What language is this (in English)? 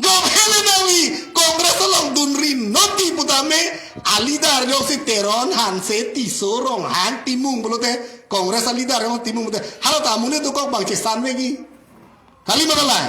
Karbi